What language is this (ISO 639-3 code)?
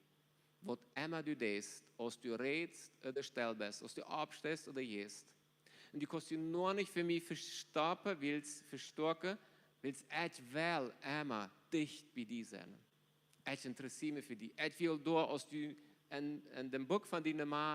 pdt